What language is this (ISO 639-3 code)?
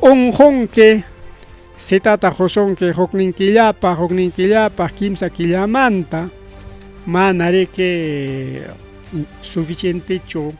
quy